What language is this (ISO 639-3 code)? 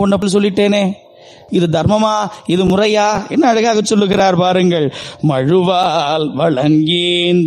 tam